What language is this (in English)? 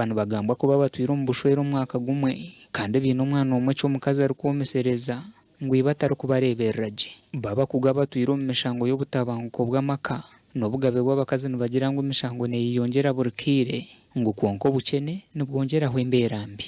Nyankole